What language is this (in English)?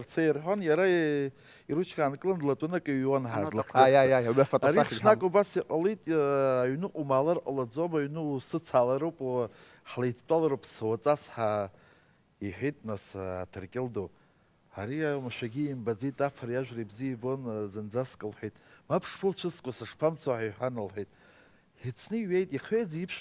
Abkhazian